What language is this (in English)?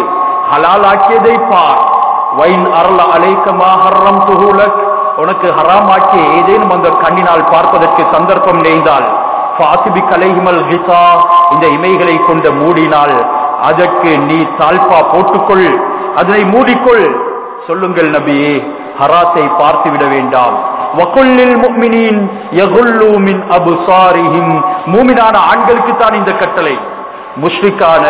Tamil